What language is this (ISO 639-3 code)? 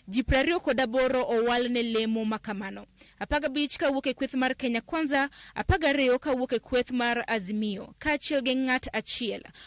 luo